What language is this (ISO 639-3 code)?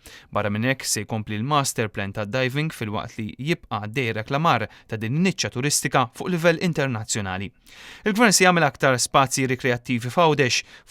mlt